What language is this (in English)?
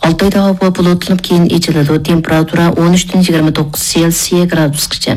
Uyghur